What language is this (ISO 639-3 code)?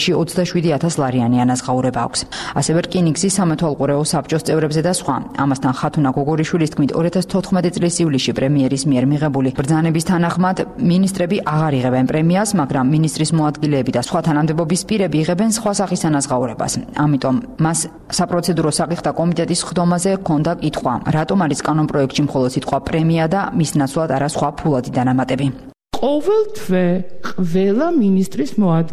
kat